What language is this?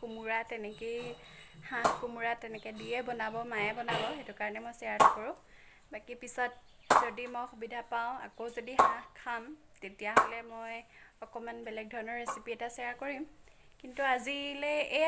Assamese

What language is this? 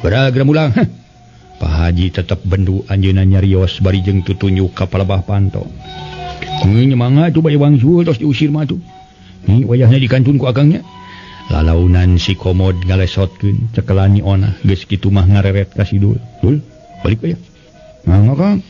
Sundanese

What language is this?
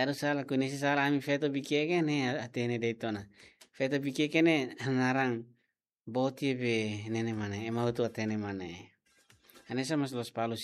Tetum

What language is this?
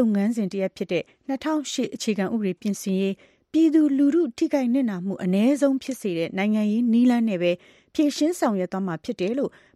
Burmese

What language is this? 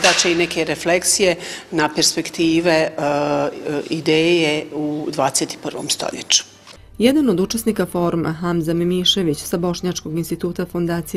Bosnian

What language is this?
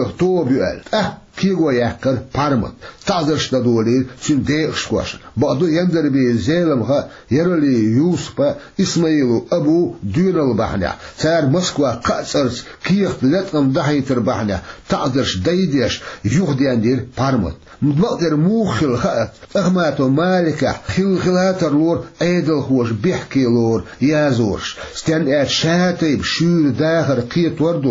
Chechen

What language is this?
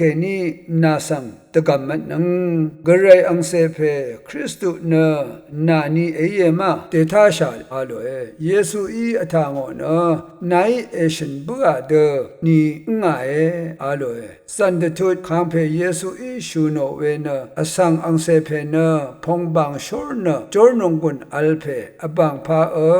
Rawang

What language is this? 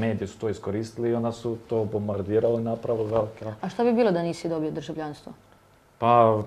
Croatian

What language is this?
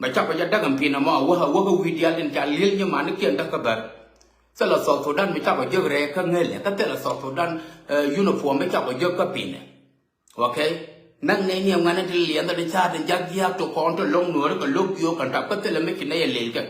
Nuer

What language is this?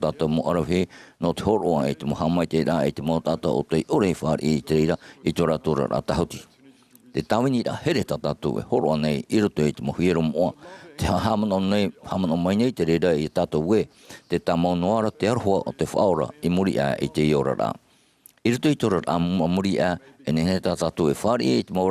Tahitian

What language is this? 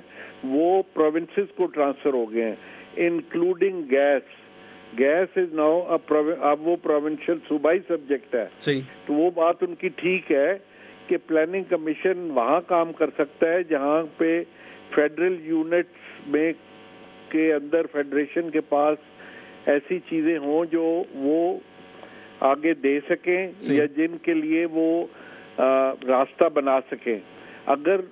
Urdu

